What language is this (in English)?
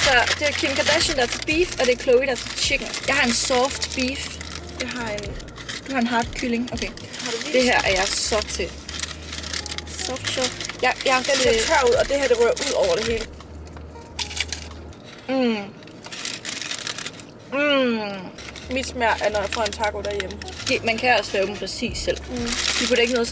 Danish